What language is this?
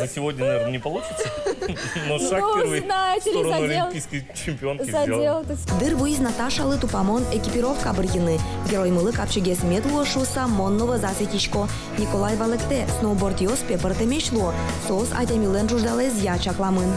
Udmurt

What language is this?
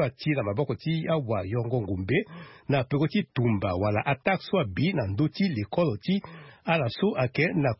Sango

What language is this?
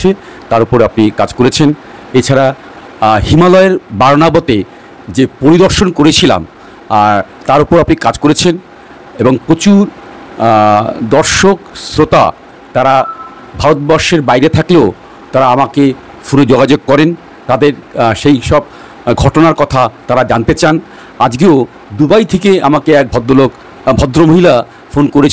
Bangla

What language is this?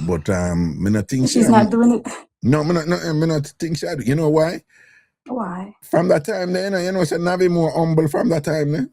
Jamaican Creole English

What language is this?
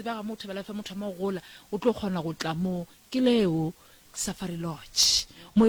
Northern Sotho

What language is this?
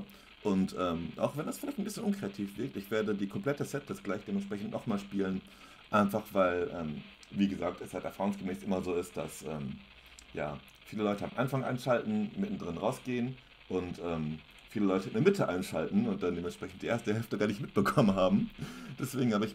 German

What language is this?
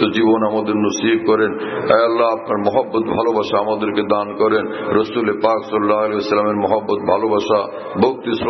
Bangla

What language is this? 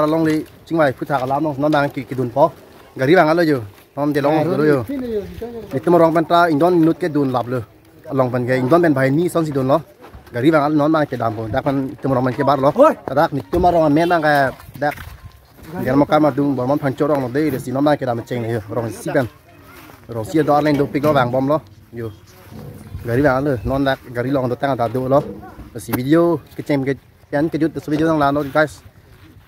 Karbi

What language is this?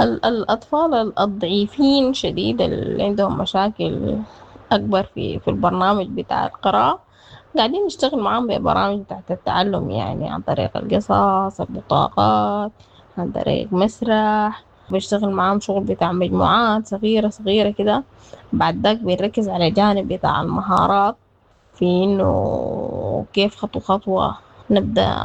Sudanese Arabic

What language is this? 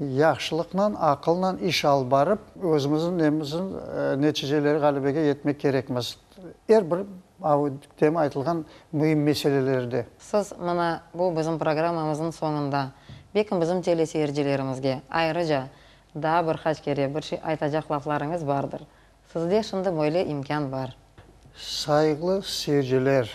Crimean Tatar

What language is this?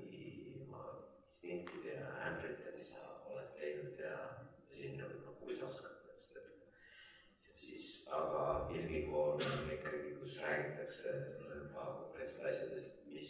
Estonian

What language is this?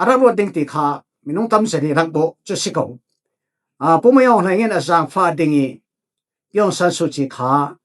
Falam Chin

